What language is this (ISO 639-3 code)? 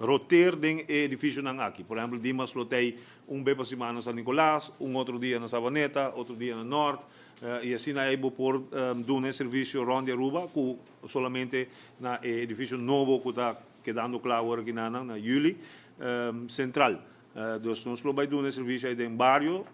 pap